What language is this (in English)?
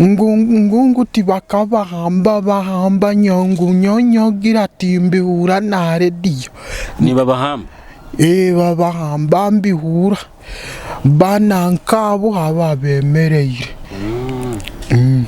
Nyoro